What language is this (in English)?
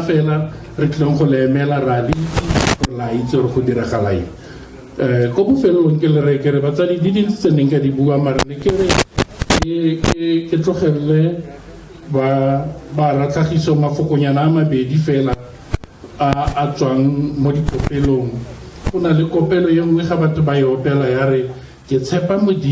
Tswana